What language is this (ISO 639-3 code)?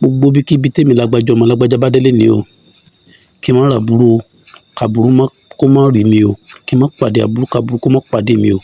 yor